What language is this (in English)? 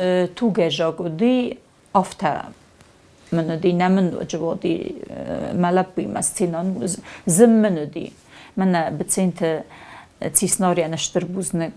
Ossetic